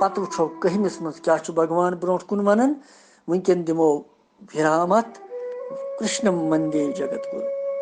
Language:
Kashmiri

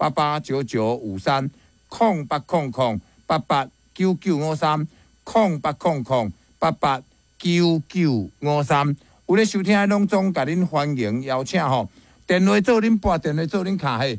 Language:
Min Nan Chinese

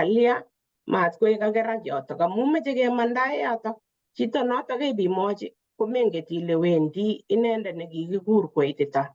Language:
Kalenjin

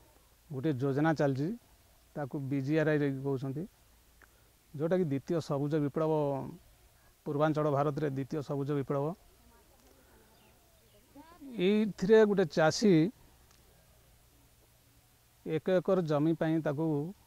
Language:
Odia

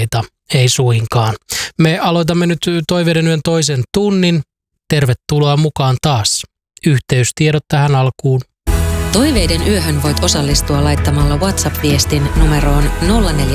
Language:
Finnish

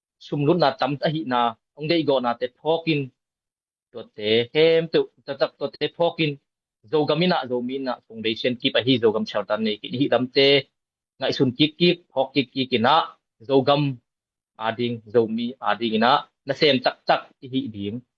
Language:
Tedim Chin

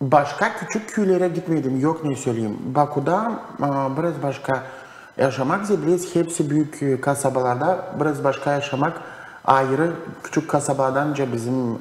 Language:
Gagauz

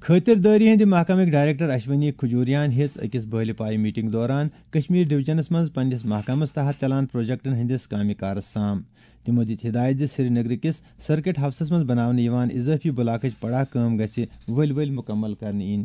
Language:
Kashmiri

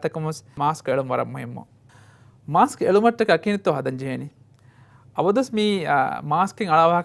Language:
Divehi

